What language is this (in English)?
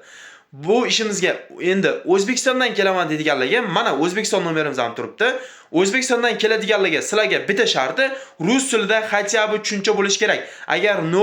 Uzbek